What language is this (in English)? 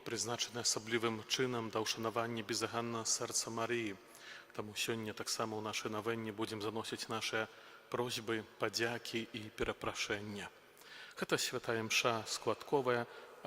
Belarusian